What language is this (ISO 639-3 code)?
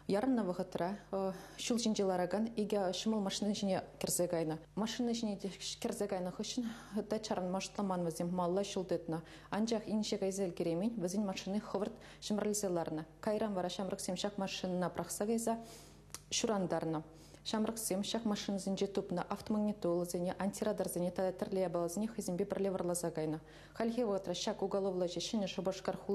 chv